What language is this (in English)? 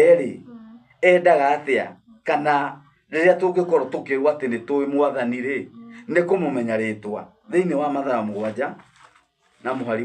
Kikuyu